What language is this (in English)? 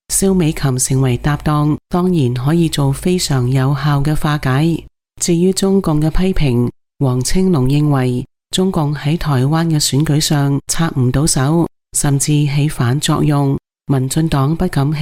Cantonese